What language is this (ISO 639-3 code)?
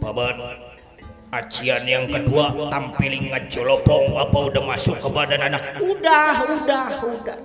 bew